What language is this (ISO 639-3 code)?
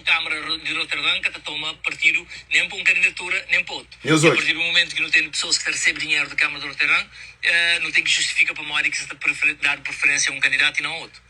kea